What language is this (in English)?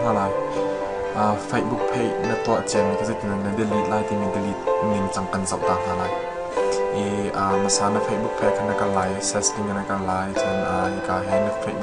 Hakha Chin